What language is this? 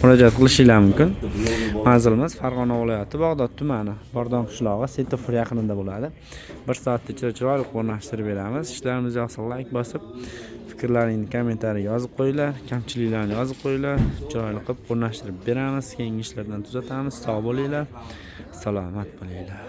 Uzbek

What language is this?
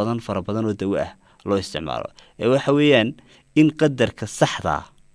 Somali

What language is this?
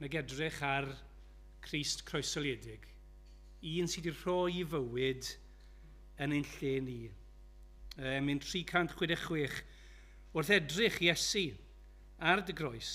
Welsh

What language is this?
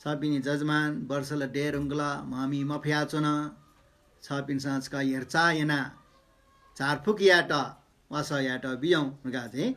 Newari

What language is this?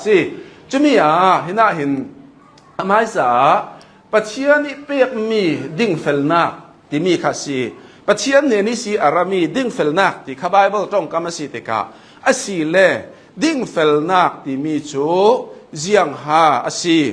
Hakha Chin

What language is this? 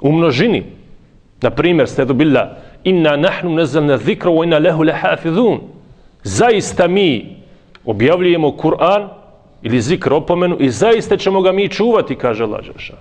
Bosnian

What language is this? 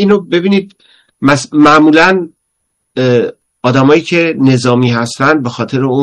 Persian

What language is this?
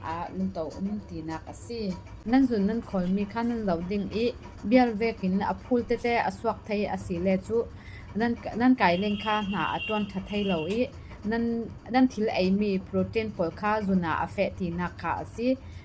Falam Chin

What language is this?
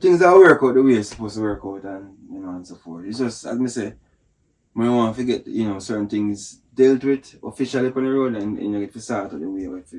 Jamaican Creole English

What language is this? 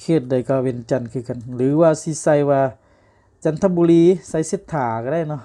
Lao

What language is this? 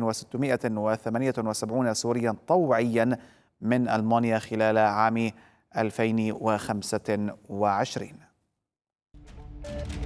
Arabic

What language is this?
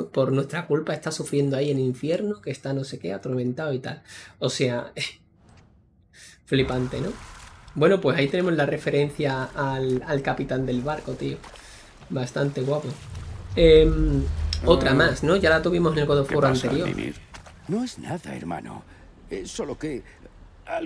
Spanish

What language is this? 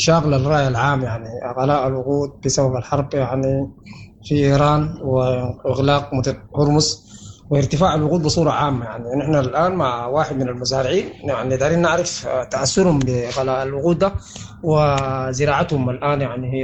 Sudanese Arabic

